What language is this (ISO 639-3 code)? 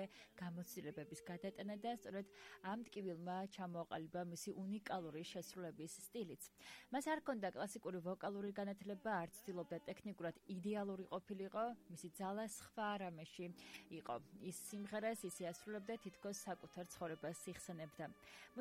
kat